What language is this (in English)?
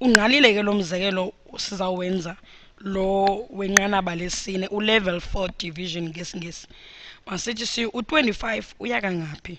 Xhosa